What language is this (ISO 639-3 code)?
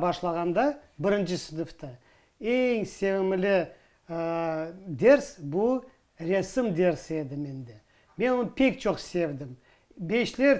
crh